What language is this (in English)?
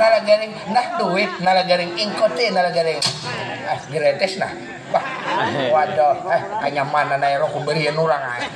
Banjar